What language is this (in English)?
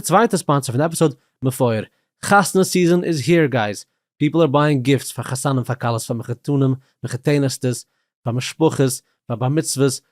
Yiddish